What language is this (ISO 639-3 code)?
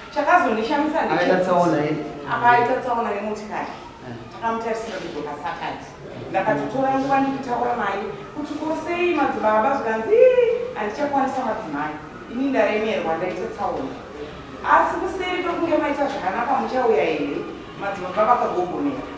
sna